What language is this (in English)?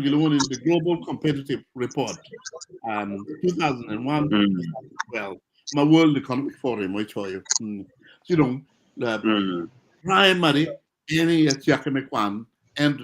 Acoli